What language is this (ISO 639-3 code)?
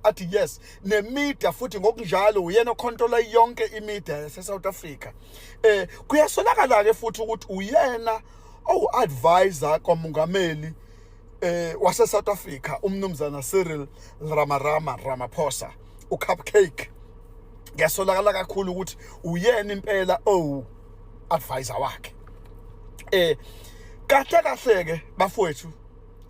zul